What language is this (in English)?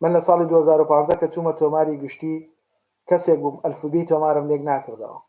Central Kurdish